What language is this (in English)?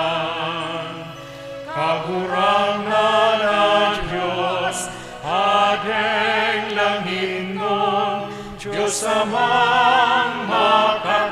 Bikol